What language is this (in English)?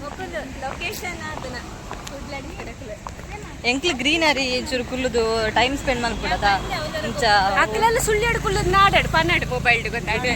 Tulu